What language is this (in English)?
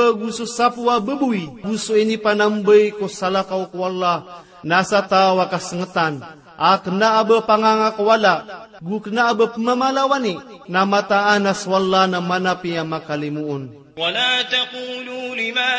Maranao